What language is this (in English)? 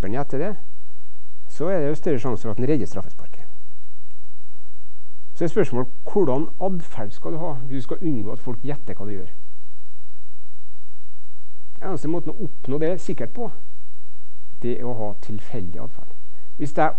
Norwegian